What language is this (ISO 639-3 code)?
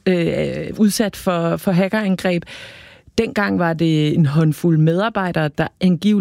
dan